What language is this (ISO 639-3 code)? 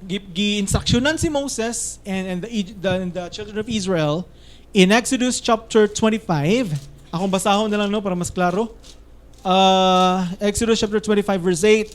ceb